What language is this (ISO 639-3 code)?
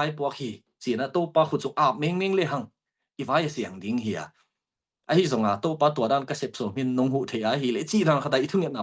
ctd